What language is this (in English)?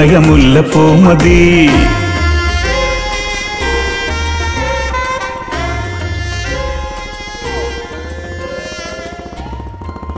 Malayalam